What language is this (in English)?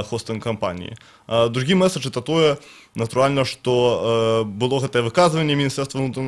Belarusian